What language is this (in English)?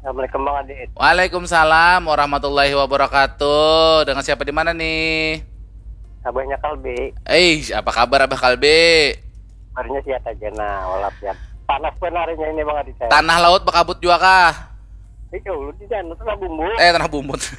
Banjar